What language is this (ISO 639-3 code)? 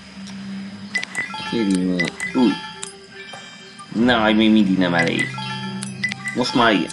hun